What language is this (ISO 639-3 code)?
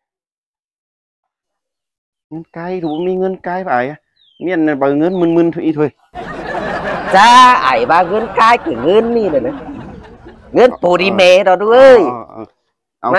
tha